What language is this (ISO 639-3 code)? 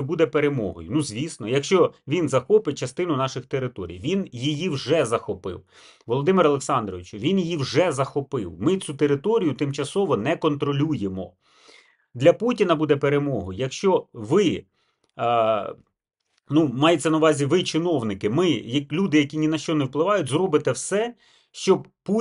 ukr